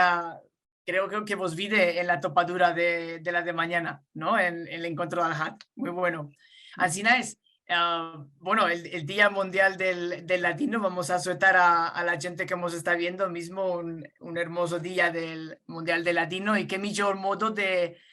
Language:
Ladino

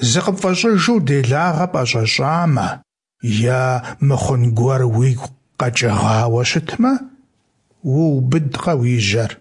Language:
Kabardian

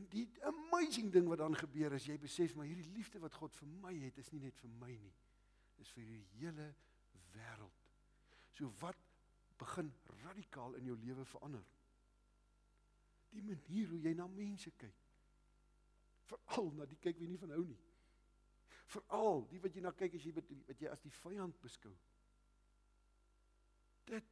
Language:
Afrikaans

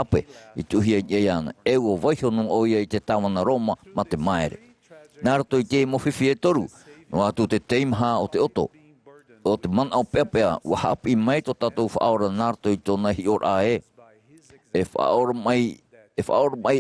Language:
Tahitian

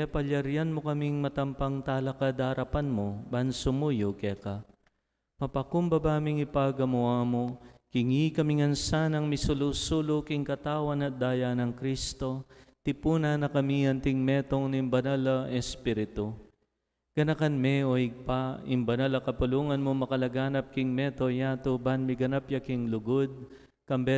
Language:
Pampanga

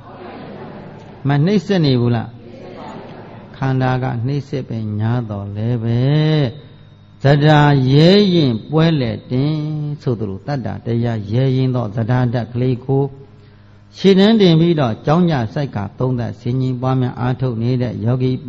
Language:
Burmese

